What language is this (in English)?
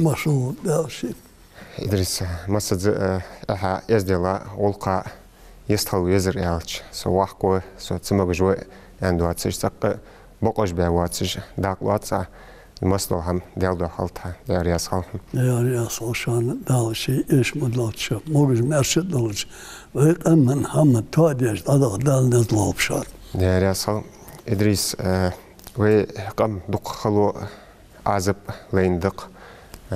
Ingush